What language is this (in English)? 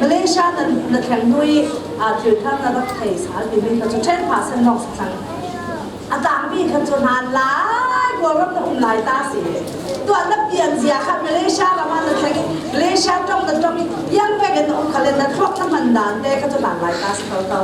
Falam Chin